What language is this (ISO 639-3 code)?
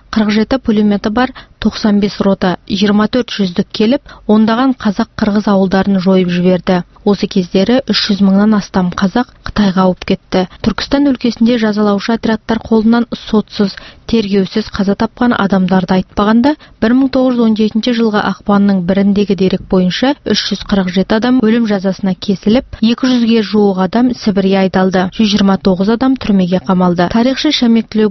kaz